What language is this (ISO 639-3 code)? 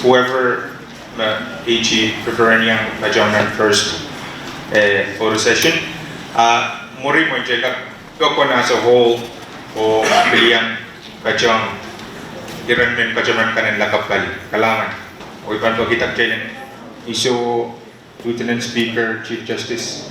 pon